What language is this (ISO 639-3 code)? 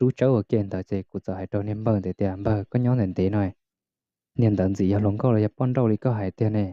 hmn